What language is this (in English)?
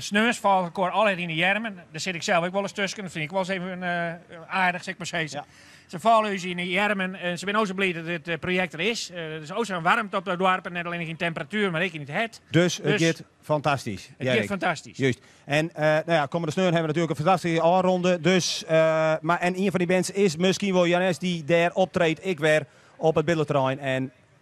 Western Frisian